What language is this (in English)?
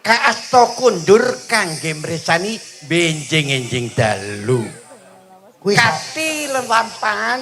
Javanese